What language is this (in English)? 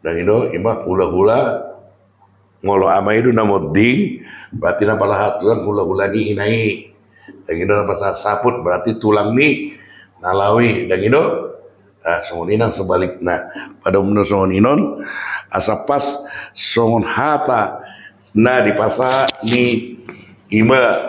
Batak Toba